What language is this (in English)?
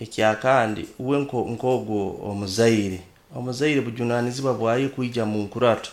Nyoro